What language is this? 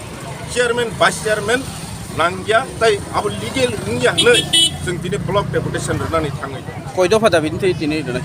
Kok Borok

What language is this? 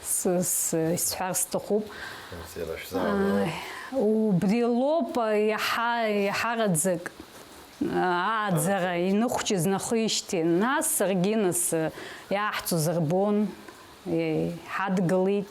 Abkhazian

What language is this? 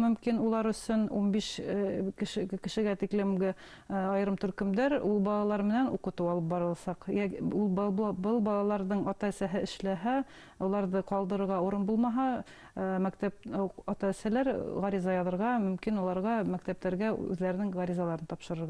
Bashkir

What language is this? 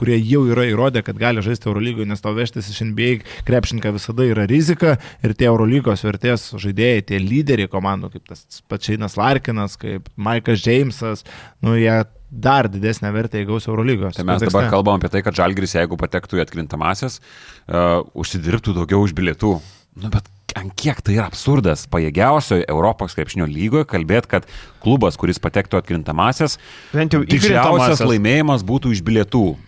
Lithuanian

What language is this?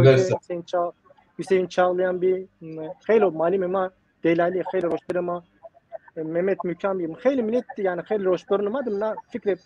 Zaza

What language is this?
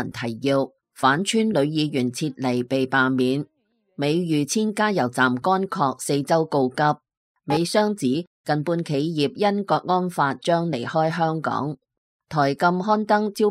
Cantonese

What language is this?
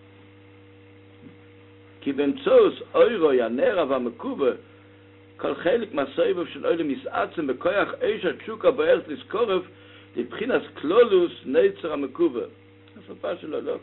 Hebrew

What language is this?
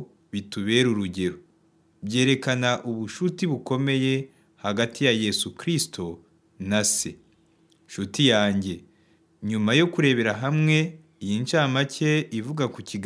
Kinyarwanda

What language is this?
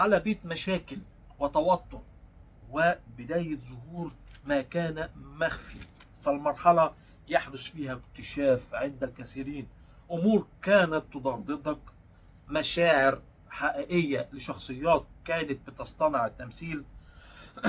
Egyptian Arabic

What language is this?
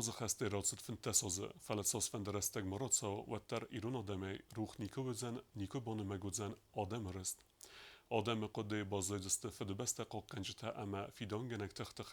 Ossetic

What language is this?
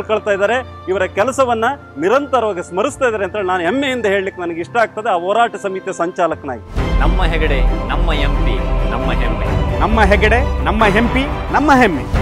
Kannada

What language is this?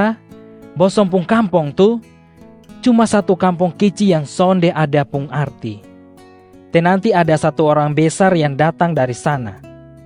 Kupang Malay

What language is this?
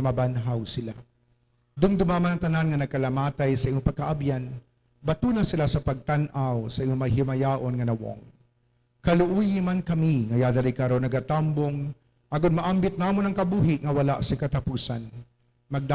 Hiligaynon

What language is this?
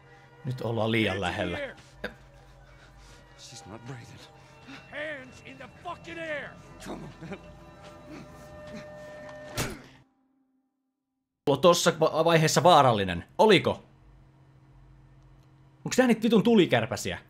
Finnish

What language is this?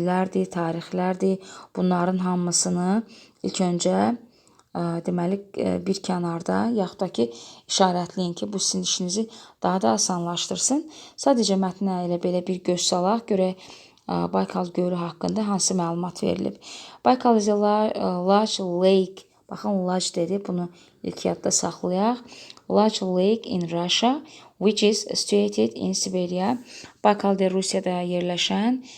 Azerbaijani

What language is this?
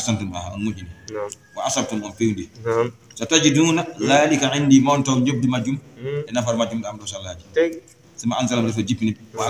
Fula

